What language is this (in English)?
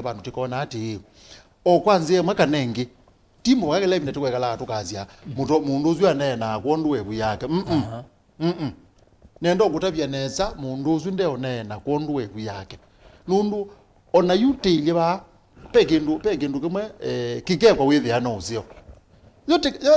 Kamba